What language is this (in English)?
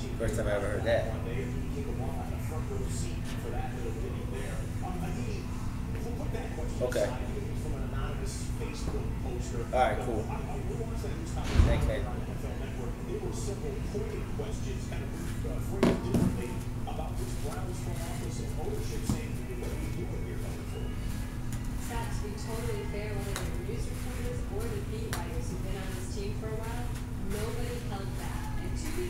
English